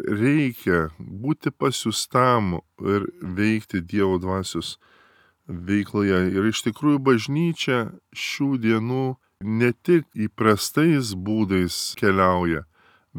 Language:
Lithuanian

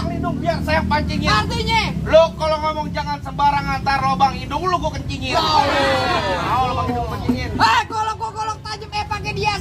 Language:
Betawi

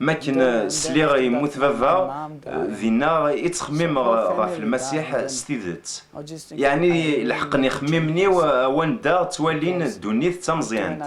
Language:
Kabyle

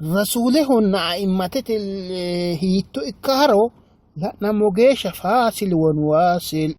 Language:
Sidamo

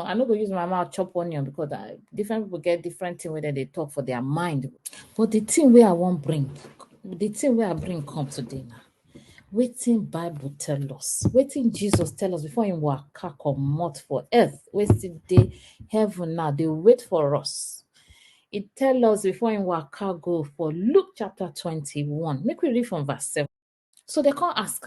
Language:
Nigerian Pidgin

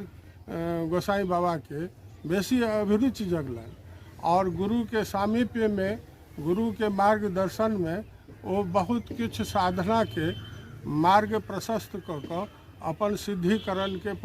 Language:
Maithili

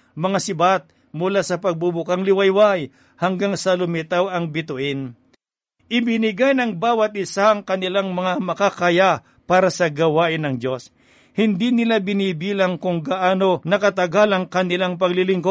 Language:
Filipino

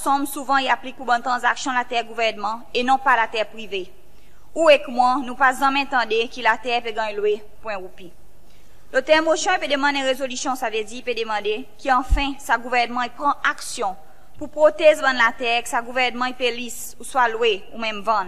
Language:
Seselwa Creole French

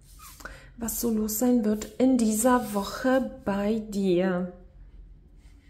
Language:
German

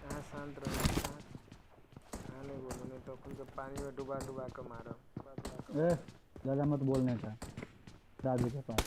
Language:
Maithili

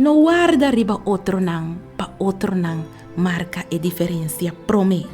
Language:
Papiamento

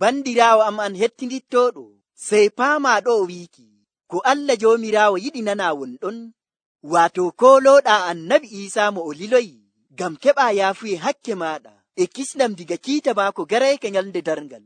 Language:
Nigerian Fulfulde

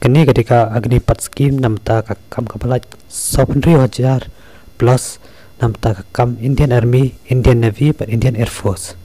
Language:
Khasi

